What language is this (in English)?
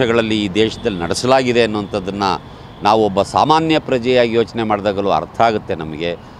Kannada